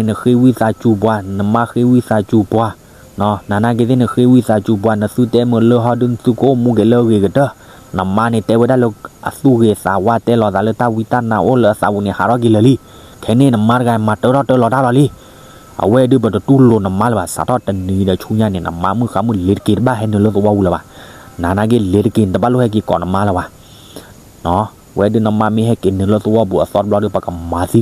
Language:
S'gaw Karen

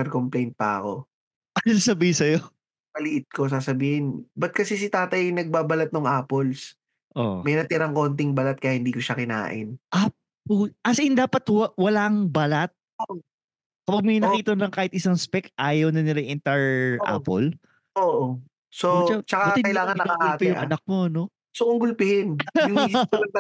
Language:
Filipino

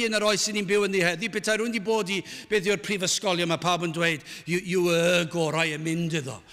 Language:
Welsh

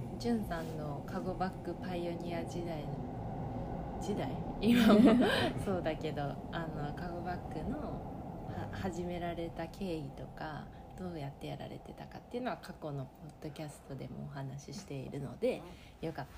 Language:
Japanese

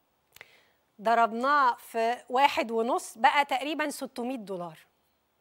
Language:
Egyptian Arabic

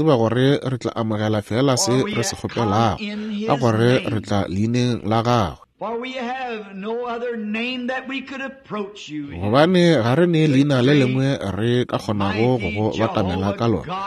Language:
Northern Sotho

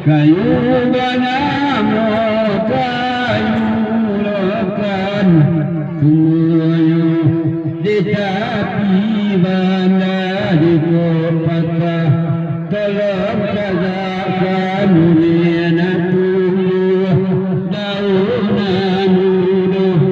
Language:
Minangkabau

